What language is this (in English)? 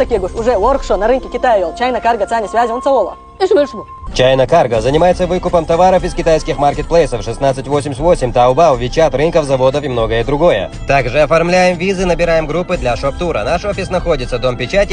Chechen